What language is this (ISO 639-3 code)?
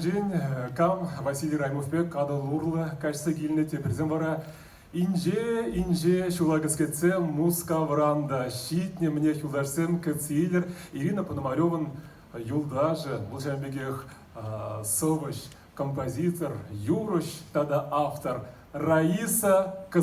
chv